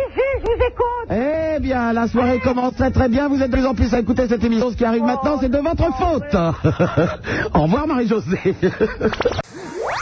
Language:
French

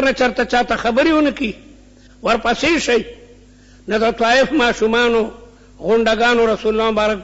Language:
Pashto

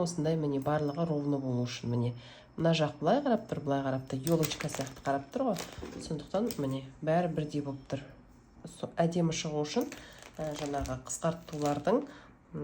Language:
Kazakh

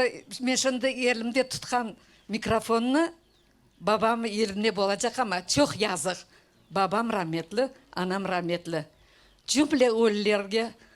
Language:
Crimean Tatar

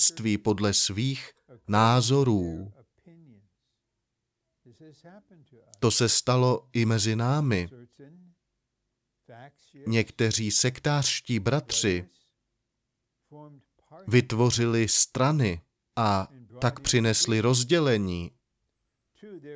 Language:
Czech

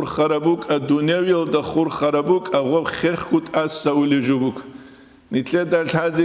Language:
Avaric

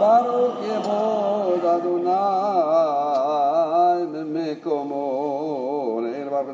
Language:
Hebrew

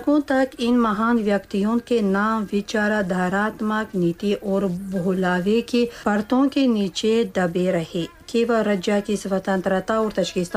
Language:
Tajik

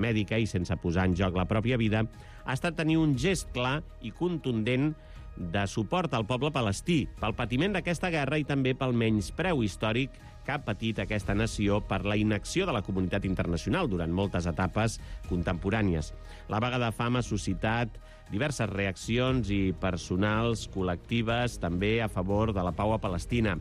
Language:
Catalan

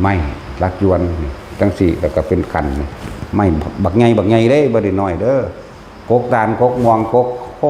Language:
Northeastern Thai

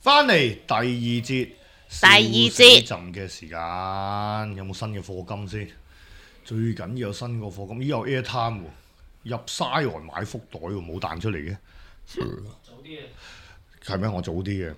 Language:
Cantonese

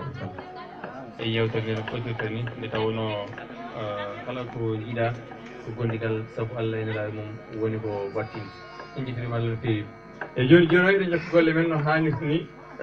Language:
Fula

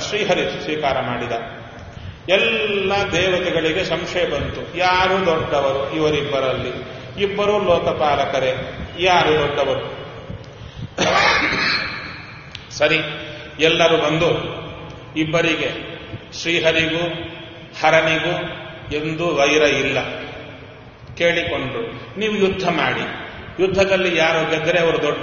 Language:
Kannada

